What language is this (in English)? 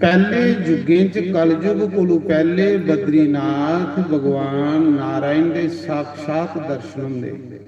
Dogri